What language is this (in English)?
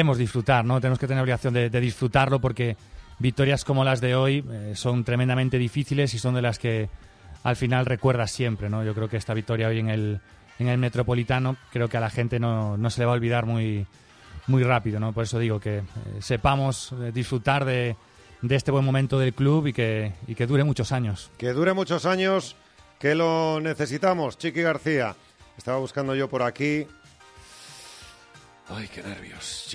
Spanish